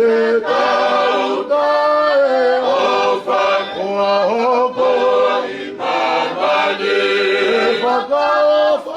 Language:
Tongan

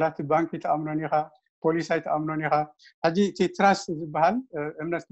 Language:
Tigrinya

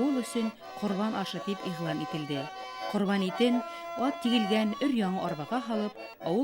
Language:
Bashkir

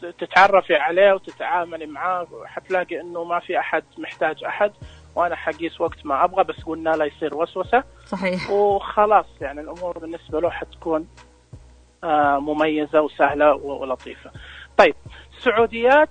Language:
Najdi Arabic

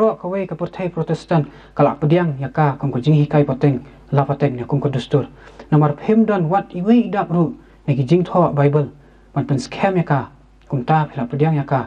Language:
Khasi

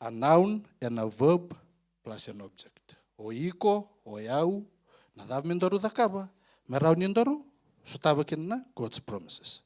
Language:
Fijian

